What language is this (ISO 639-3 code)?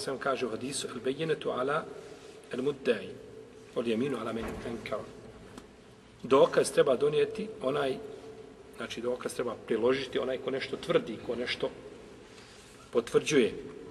bos